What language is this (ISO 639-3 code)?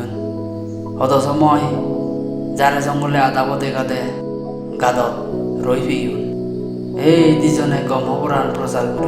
ccp